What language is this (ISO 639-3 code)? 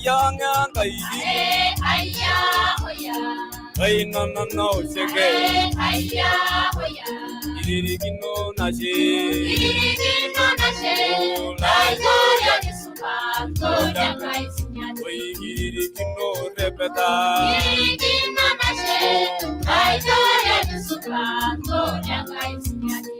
mas